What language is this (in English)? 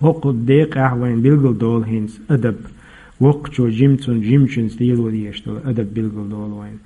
Chechen